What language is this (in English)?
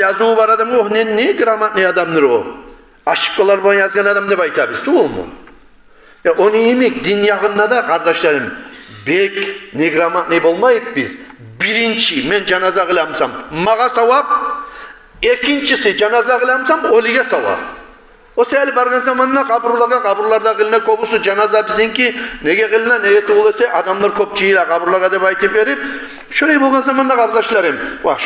Kumyk